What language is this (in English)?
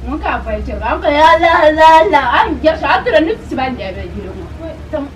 Dagbani